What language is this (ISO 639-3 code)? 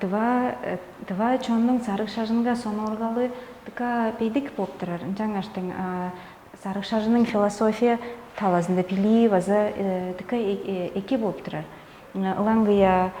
tyv